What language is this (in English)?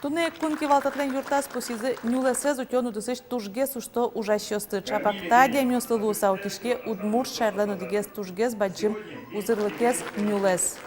Udmurt